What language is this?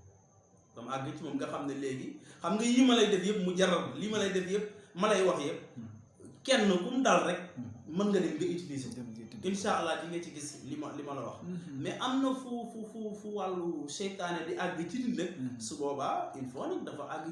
Wolof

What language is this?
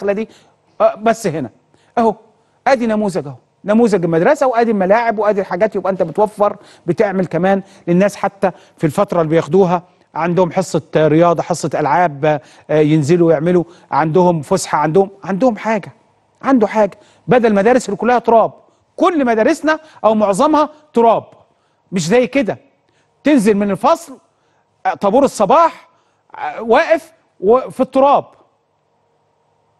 Egyptian Arabic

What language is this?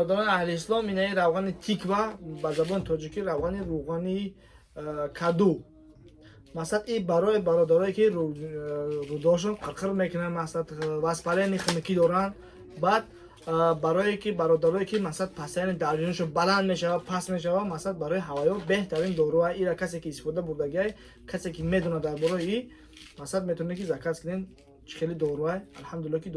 Tajik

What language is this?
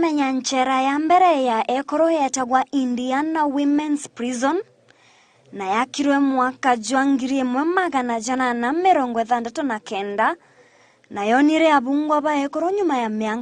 Meru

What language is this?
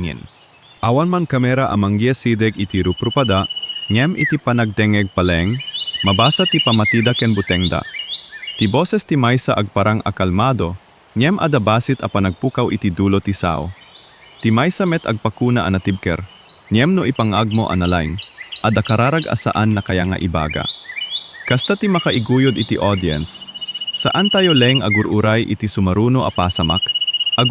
Iloko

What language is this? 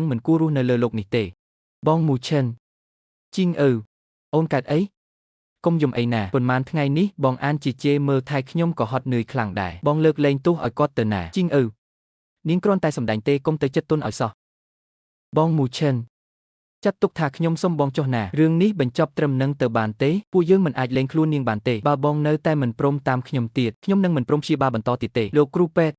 Khmer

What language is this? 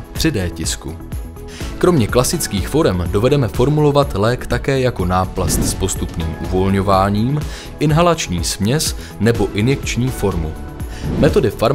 Czech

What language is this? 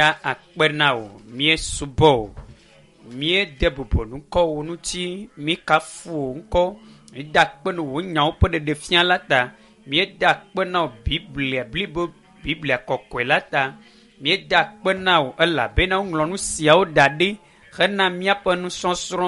Ewe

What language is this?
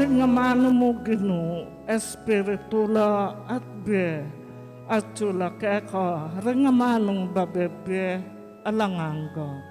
Pampanga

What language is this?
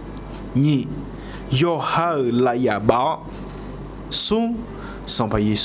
Akha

